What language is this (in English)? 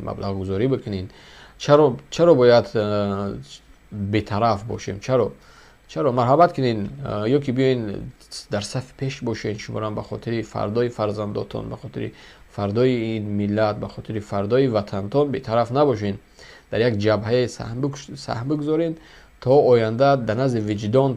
Tajik